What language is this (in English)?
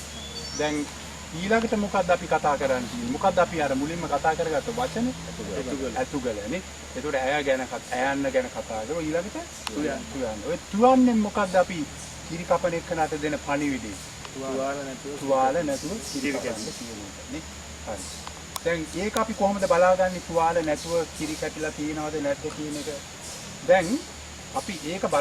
Sinhala